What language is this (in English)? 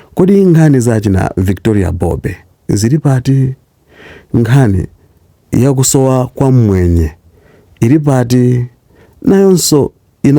Nyanja